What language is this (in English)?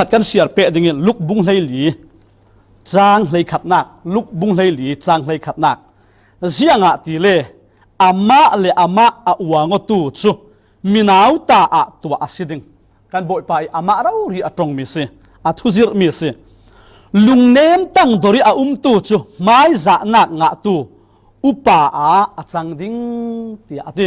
Falam Chin